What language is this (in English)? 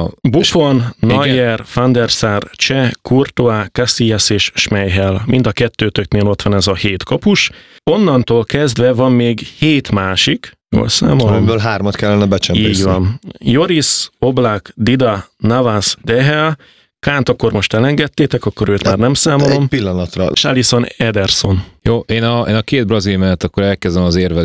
Hungarian